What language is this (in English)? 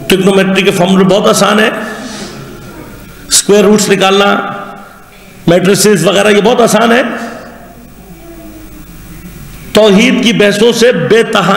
Urdu